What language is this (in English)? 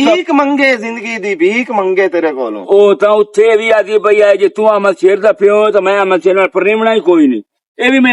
Western Panjabi